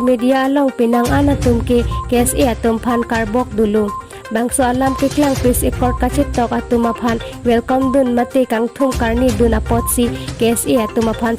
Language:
Karbi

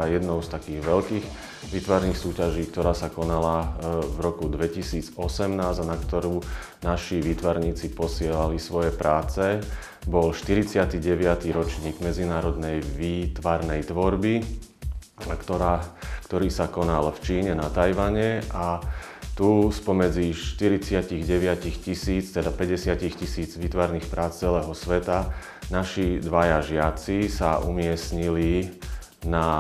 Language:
Slovak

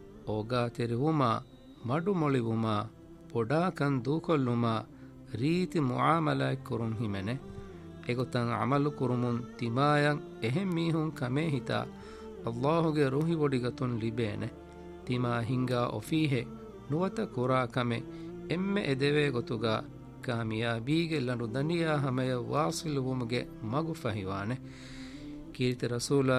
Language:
Divehi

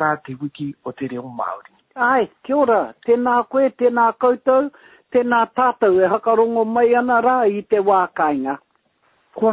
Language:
Māori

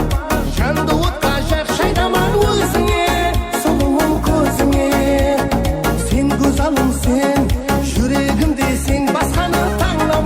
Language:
Kara-Kalpak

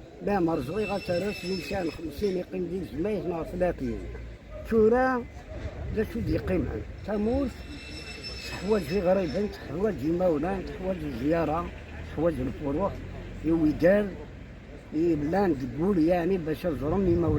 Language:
Kabyle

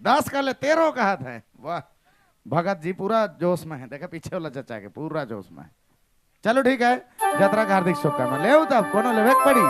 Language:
Sadri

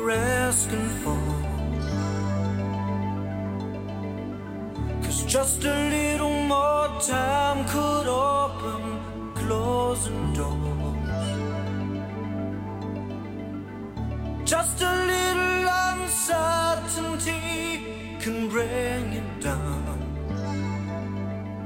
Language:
English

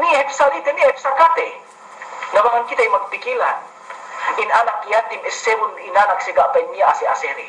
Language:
Yakan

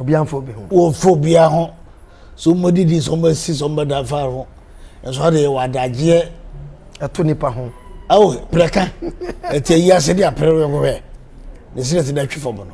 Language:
Akan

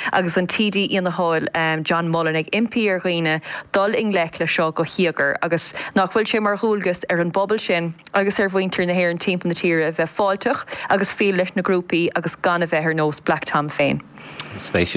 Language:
Irish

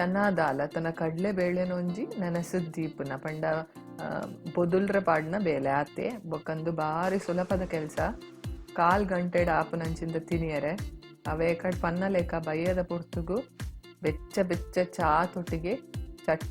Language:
Tulu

